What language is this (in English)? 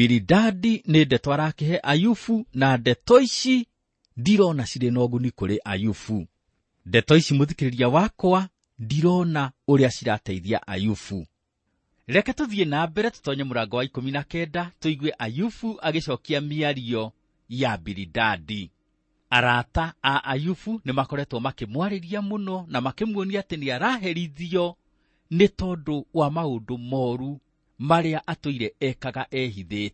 Kikuyu